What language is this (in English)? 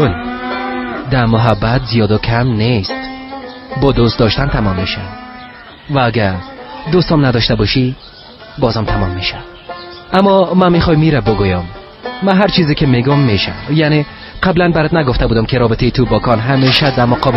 Persian